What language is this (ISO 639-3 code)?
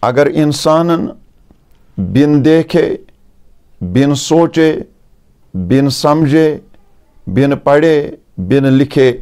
kas